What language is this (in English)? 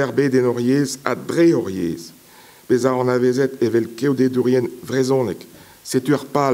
Breton